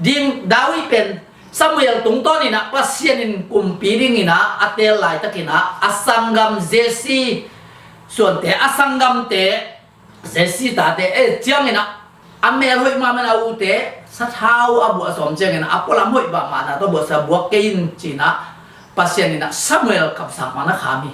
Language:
Tedim Chin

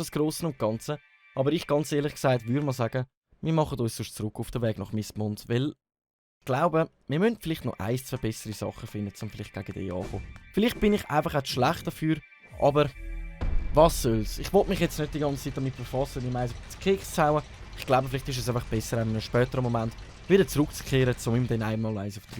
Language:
Swiss German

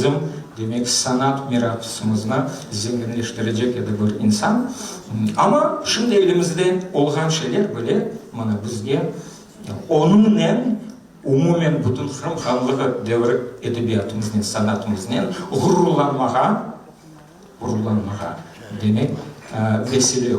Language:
Crimean Tatar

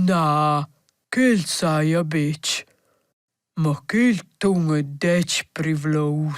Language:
Romansh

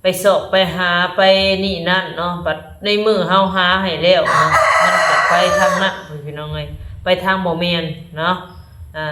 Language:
Northeastern Thai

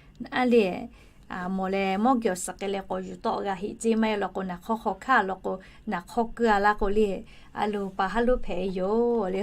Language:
Lahu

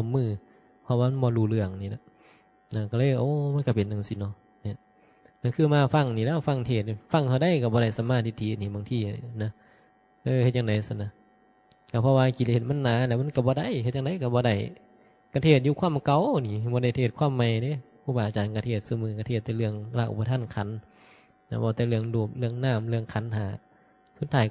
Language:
Northeastern Thai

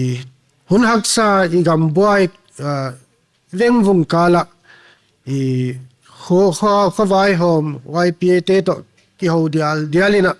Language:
Paite Chin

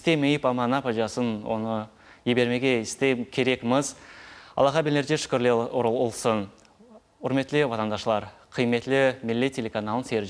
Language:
Crimean Tatar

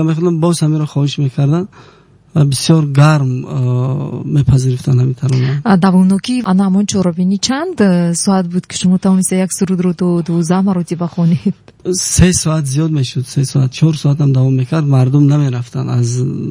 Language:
Tajik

